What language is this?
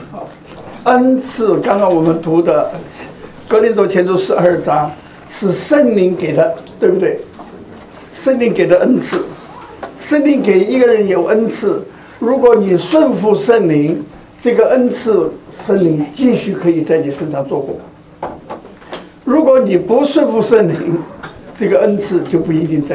Chinese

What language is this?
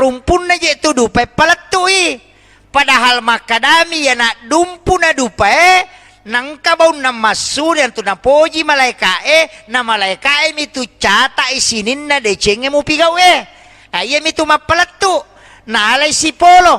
Buginese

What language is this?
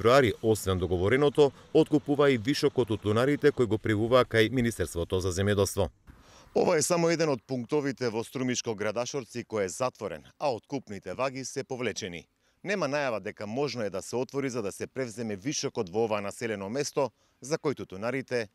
Macedonian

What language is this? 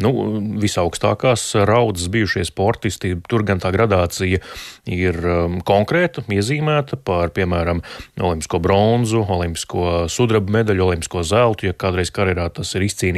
Latvian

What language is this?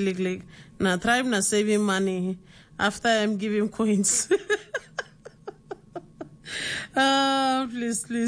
Tok Pisin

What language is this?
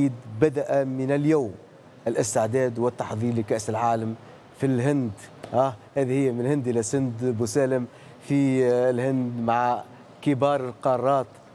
Tunisian Arabic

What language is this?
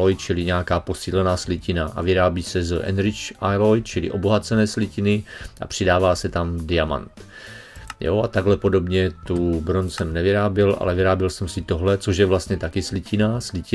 Czech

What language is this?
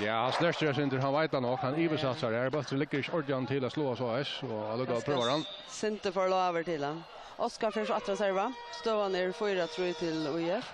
Faroese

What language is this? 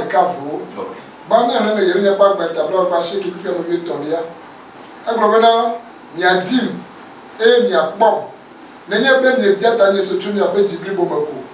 Ewe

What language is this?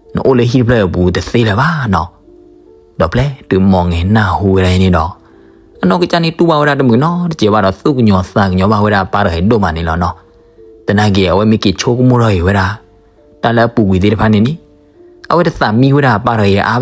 S'gaw Karen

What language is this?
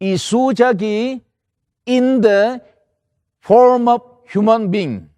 Ao Naga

